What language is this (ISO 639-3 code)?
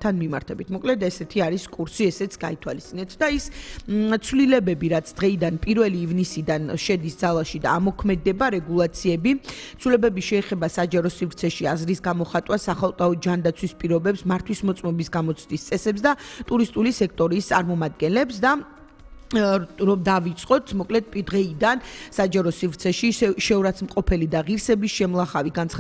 kat